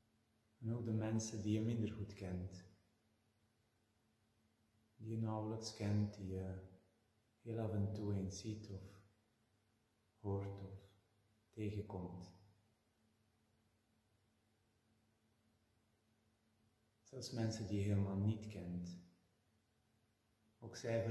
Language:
Dutch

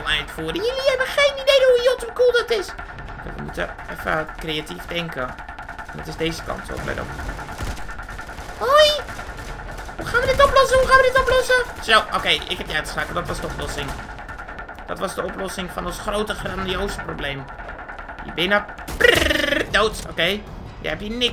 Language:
Dutch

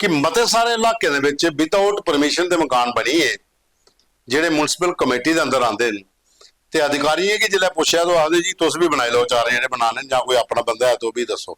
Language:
Dogri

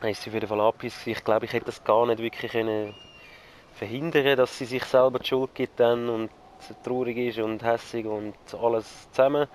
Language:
Swiss German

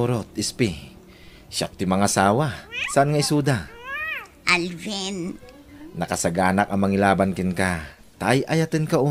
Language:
Iloko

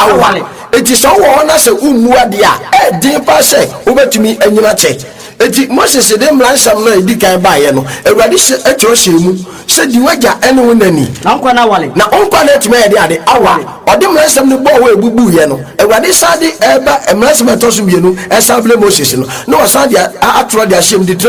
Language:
Akan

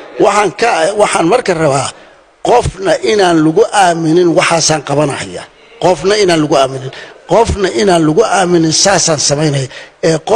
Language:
Somali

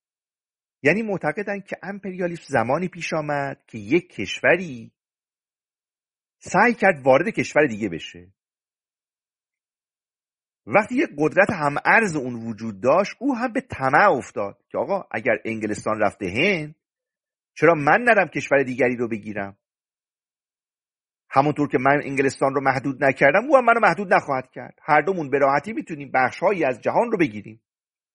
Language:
Persian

